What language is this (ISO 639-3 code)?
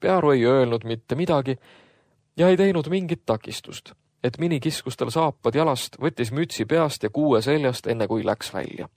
est